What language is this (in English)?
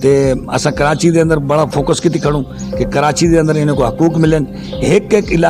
Saraiki